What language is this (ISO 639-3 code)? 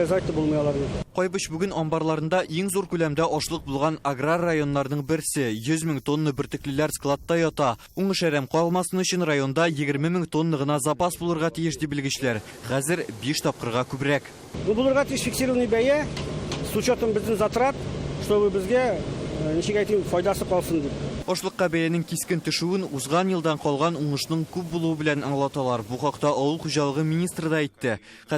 tat